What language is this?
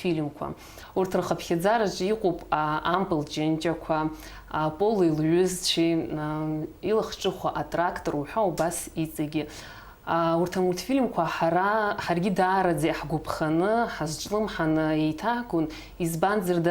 Abkhazian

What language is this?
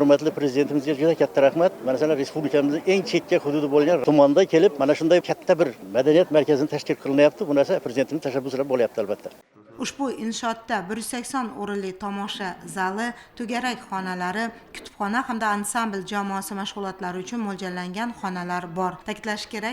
Uzbek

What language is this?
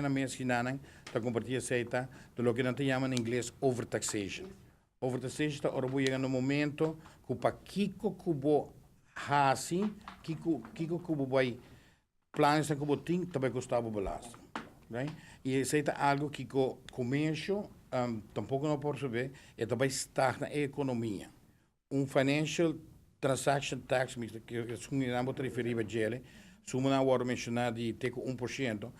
Papiamento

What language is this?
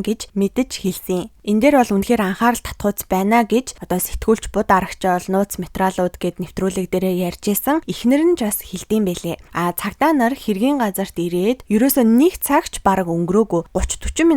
Mongolian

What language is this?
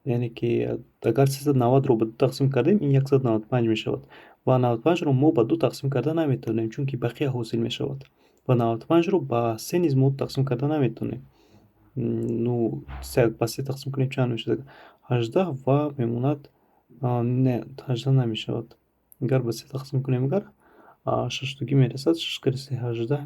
Tajik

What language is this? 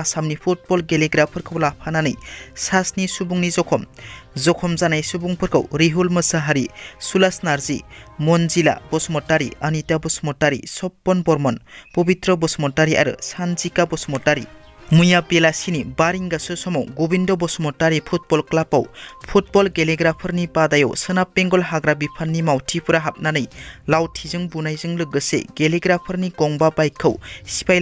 Bodo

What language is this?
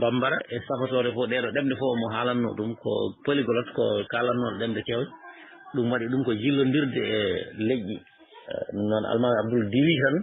Fula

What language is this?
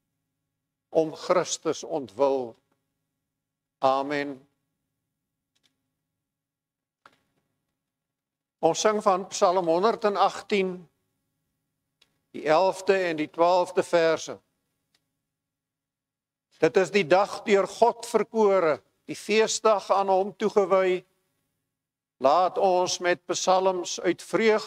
Afrikaans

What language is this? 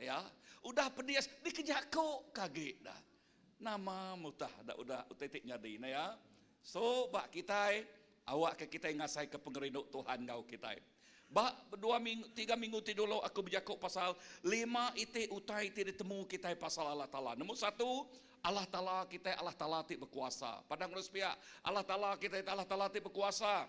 Iban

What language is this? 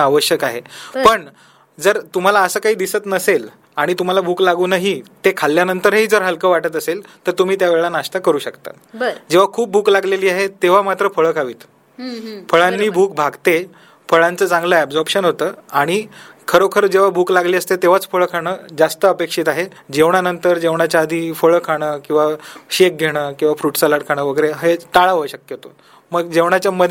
Marathi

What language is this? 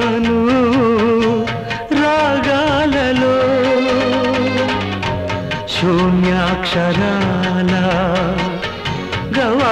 Telugu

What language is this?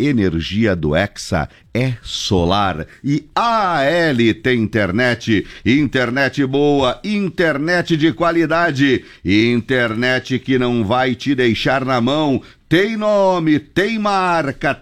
Portuguese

